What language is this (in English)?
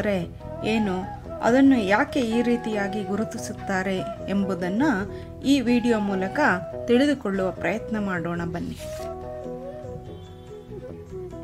Kannada